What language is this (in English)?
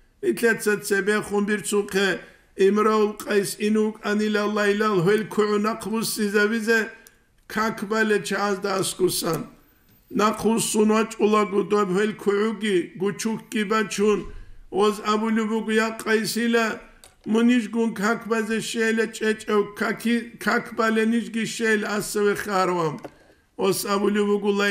Avaric